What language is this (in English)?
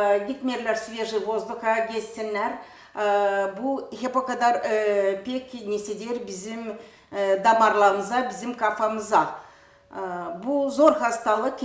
Gagauz